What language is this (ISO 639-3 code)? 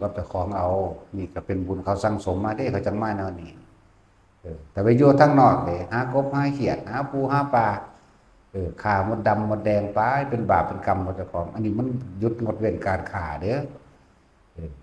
tts